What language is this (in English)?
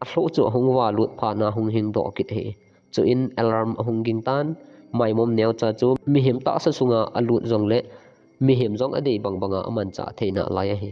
Thado Chin